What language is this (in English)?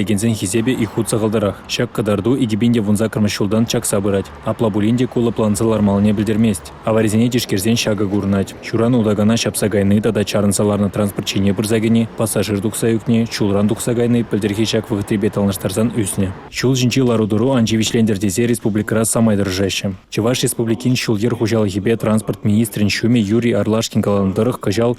Chuvash